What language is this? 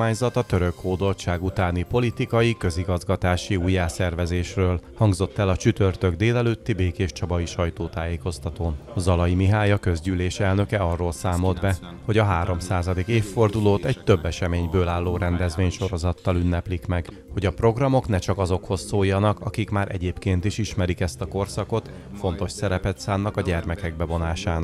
Hungarian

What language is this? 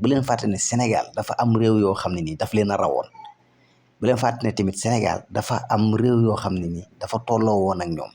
Wolof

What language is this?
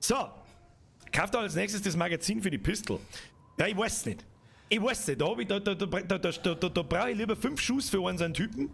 Bavarian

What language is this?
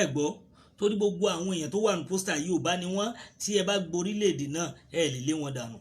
Yoruba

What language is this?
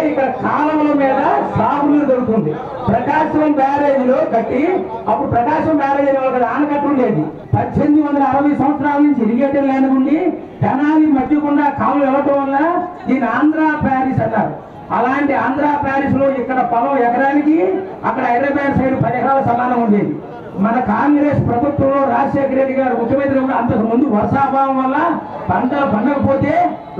Telugu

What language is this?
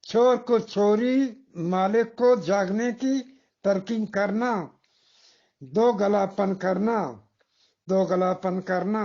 Eastern Balochi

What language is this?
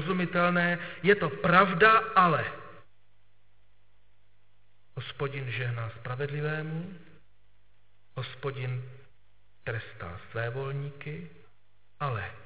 Czech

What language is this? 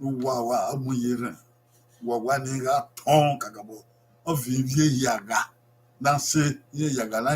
Bini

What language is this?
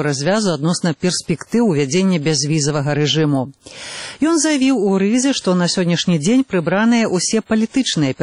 Belarusian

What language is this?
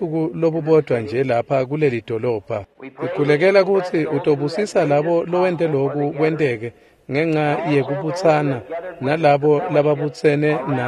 Swati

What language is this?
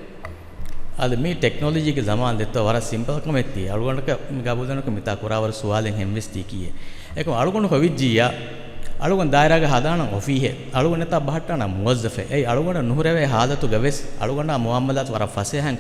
Divehi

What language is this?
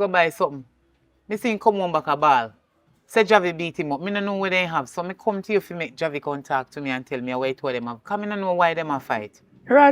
Jamaican Creole English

